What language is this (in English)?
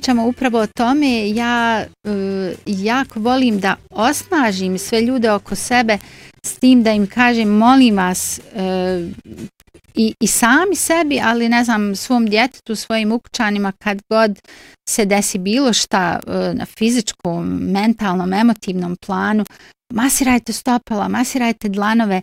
Bosnian